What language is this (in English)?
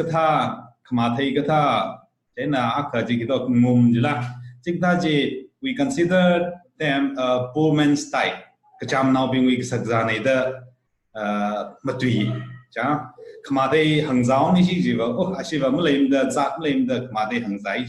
Tangkhul Naga (India)